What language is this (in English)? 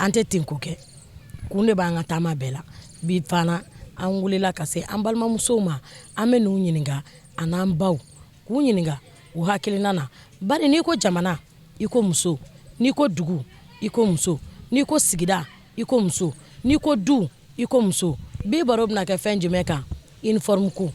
Bambara